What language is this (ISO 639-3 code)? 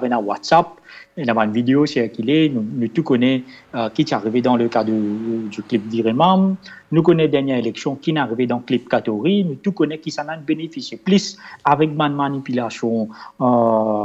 mfe